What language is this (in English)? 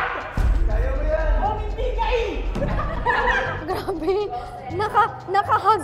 Filipino